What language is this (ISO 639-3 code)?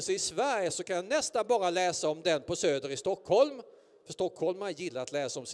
swe